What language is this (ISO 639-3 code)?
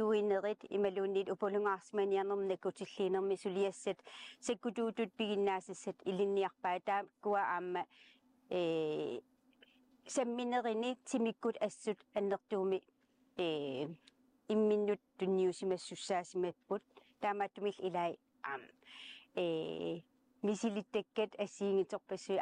kal